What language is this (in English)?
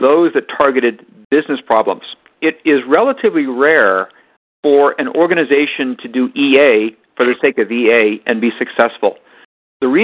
English